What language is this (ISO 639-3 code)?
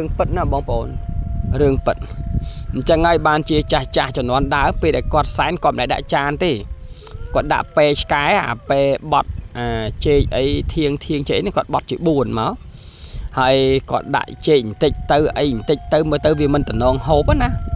khm